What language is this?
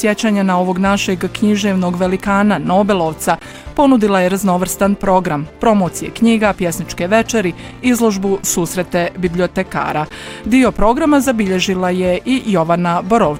Bosnian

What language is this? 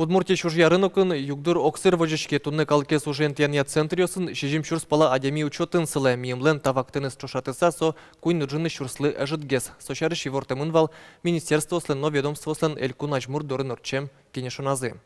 Udmurt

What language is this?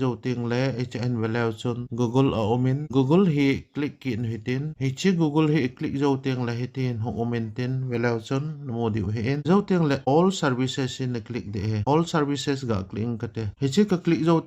Thado Chin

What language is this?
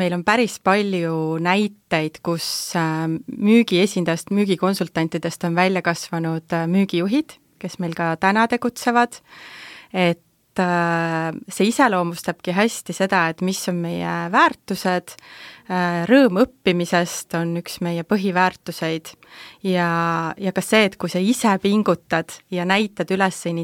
Estonian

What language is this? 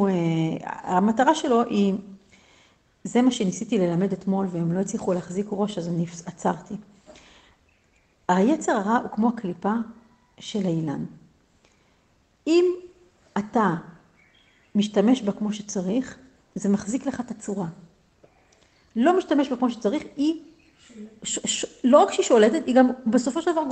Hebrew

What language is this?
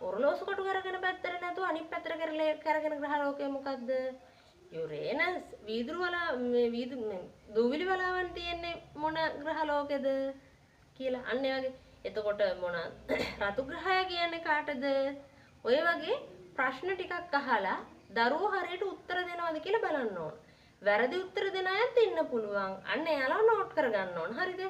Sinhala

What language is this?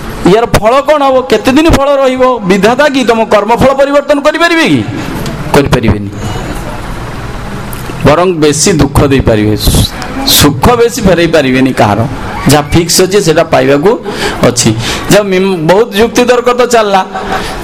Odia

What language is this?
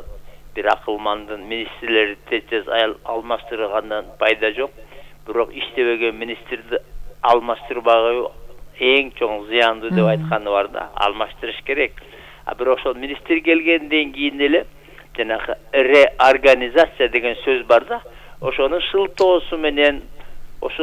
Kyrgyz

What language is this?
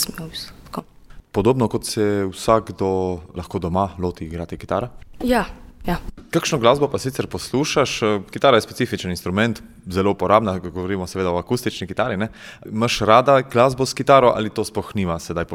Slovenian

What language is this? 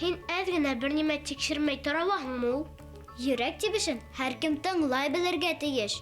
Bashkir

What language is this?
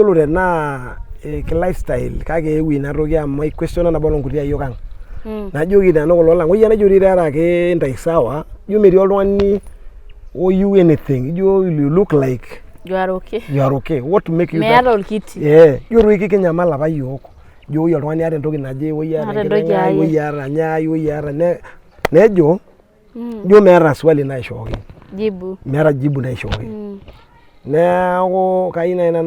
Masai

